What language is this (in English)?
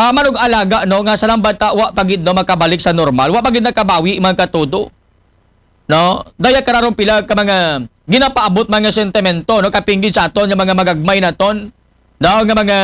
Aklanon